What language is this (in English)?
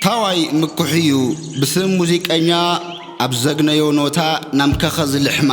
Tigrinya